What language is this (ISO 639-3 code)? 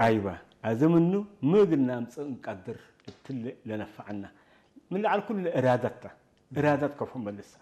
tig